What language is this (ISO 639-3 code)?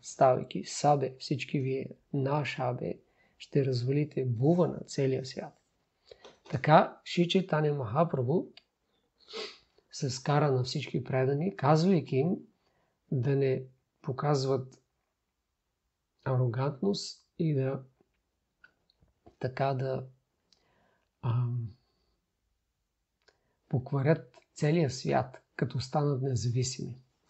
bul